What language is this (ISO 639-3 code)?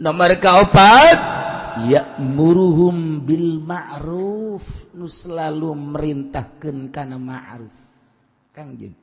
sun